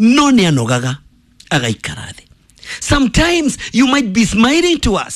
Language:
Kikuyu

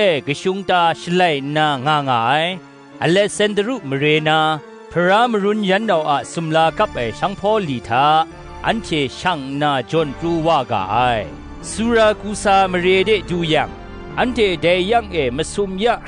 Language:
Kachin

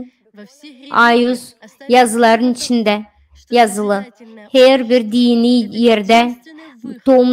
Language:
Gagauz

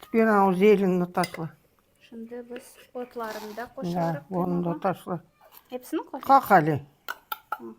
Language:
Crimean Tatar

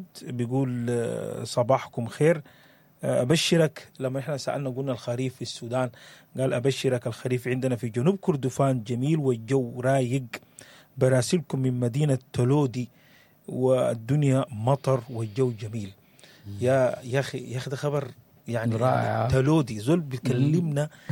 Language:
Sudanese Arabic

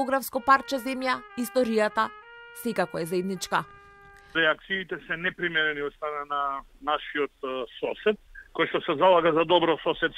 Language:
Macedonian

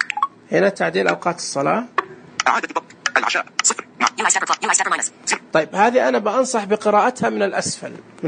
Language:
Najdi Arabic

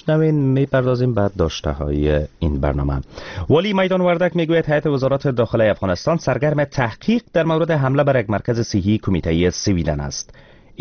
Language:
Persian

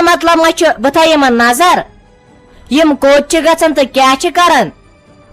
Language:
Kashmiri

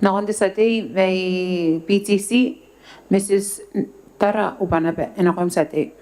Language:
Gilbertese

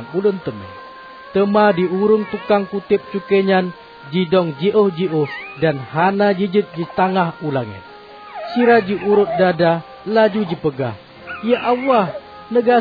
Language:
Achinese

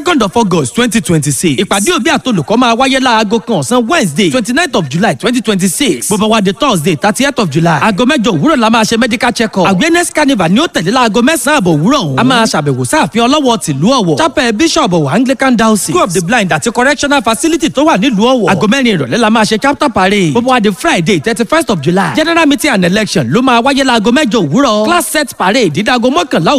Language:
Yoruba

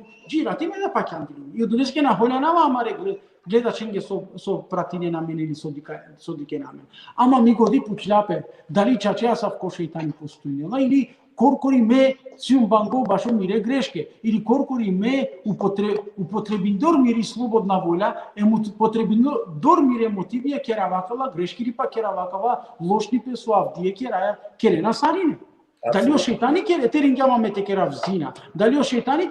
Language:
Balkan Romani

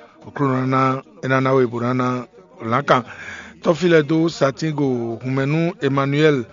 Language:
Fon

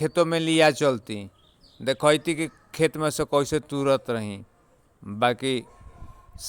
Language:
Bhojpuri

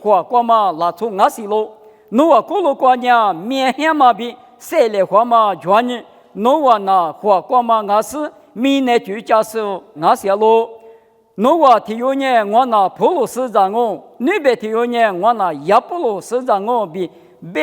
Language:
Lisu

